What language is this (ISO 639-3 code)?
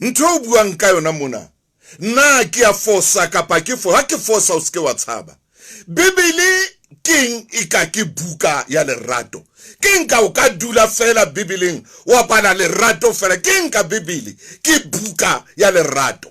sot